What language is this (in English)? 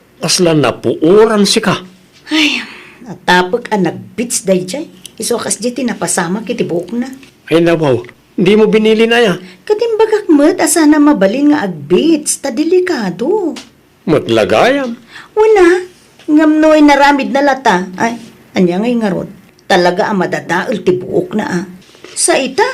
Iloko